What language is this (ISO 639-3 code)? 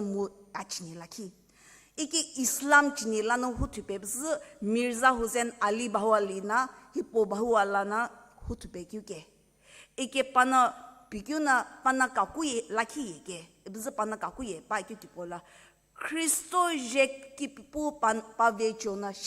nsm